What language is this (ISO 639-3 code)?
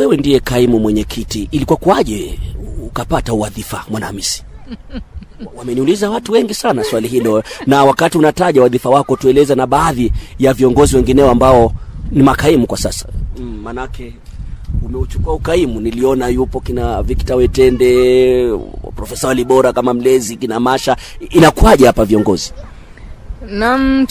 swa